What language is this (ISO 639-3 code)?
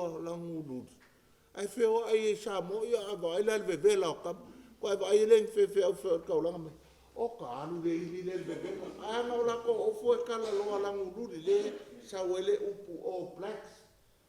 smo